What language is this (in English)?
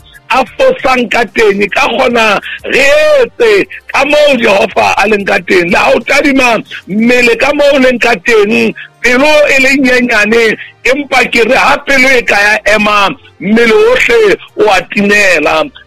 Southern Sotho